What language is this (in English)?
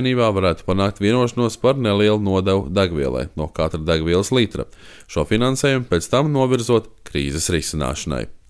Latvian